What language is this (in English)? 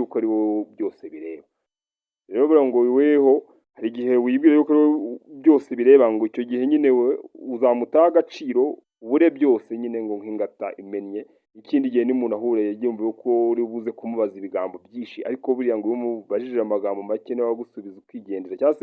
Kinyarwanda